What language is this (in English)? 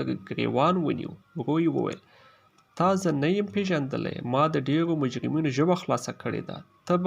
Pashto